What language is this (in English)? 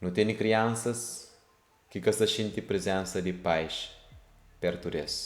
Kabuverdianu